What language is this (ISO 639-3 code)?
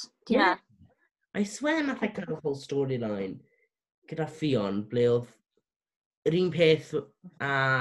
cym